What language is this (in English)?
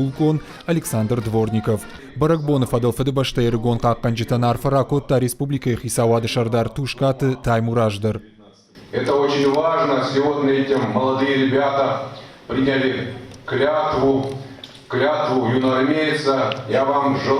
Ossetic